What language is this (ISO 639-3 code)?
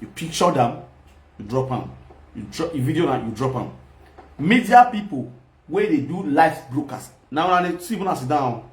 pcm